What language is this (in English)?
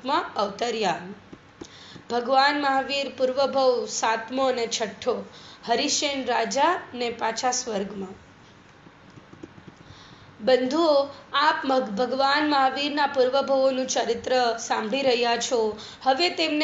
Gujarati